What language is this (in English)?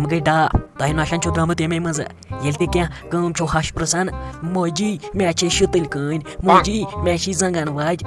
Kashmiri